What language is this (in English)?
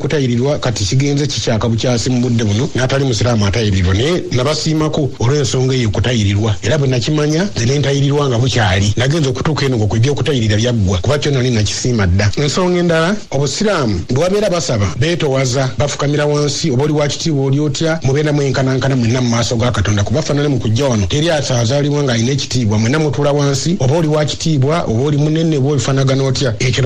Ganda